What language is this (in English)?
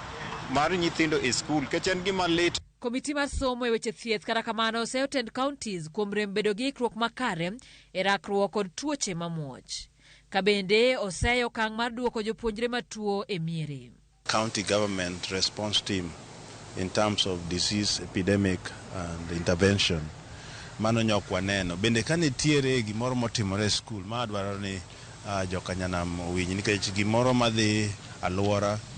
Luo (Kenya and Tanzania)